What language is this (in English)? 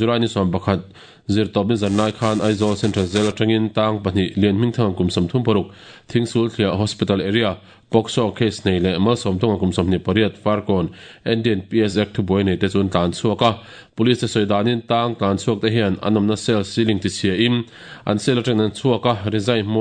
Mizo